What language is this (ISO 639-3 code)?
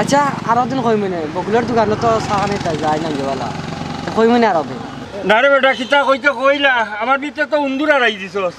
syl